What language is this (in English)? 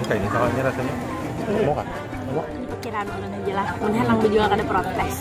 Banjar